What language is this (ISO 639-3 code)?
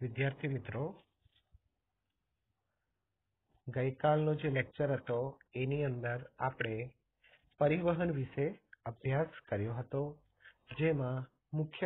guj